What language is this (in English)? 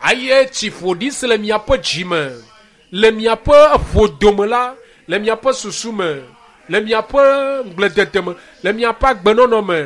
Ewe